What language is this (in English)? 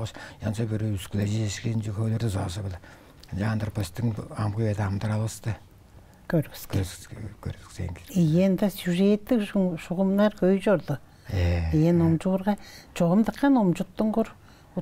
Tuvinian